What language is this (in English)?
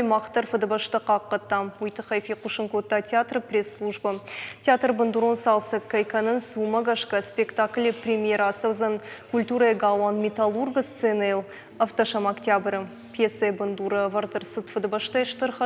Ossetic